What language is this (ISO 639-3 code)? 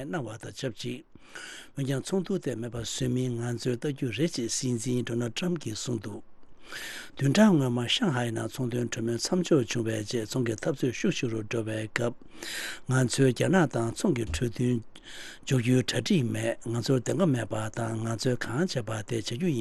bod